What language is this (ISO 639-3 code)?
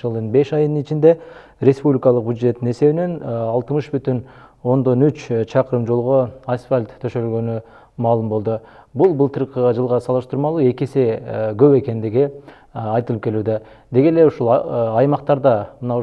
kir